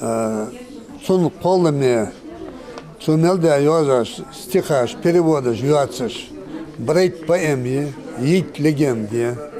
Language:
Ingush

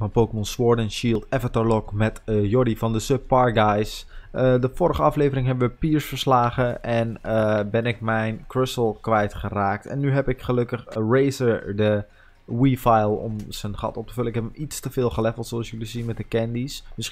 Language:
Dutch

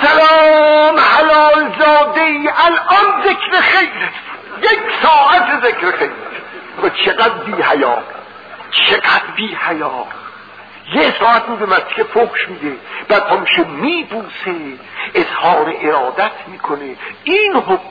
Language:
Persian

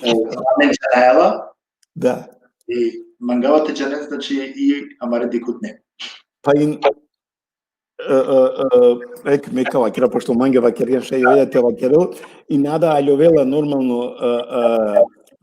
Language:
Balkan Romani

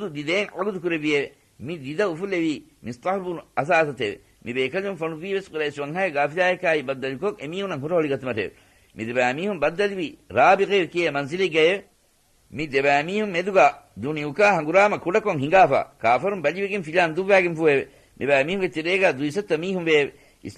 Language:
Divehi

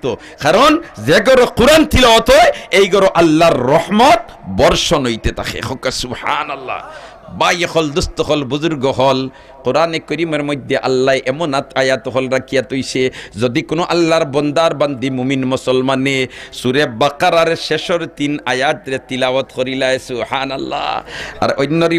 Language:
Sylheti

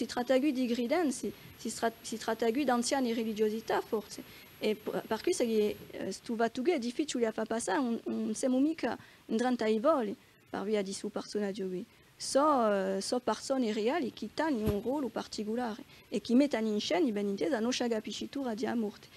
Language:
Corsican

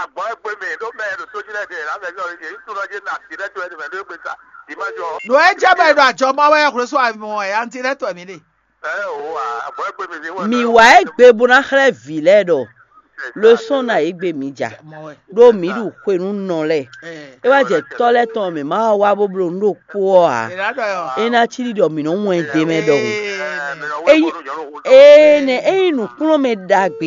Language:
Fon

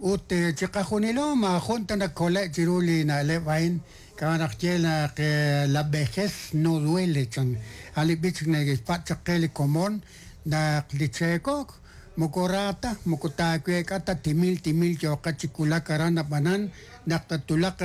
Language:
Kekchí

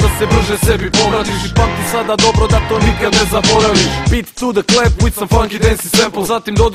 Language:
Serbian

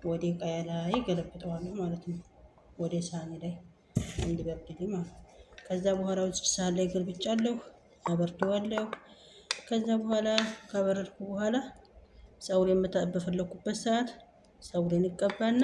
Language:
Amharic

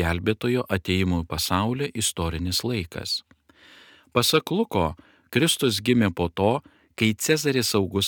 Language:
Lithuanian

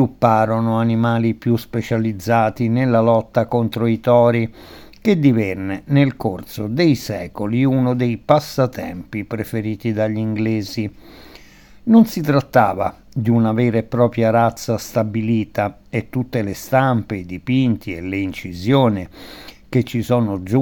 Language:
Italian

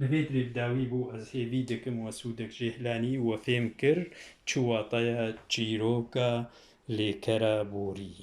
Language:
Kurdish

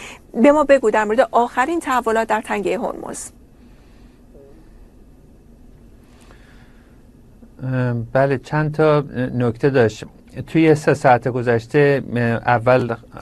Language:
Persian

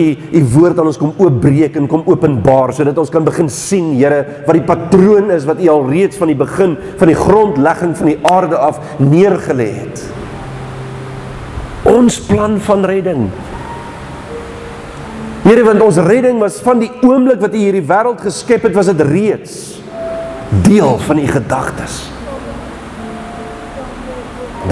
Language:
Afrikaans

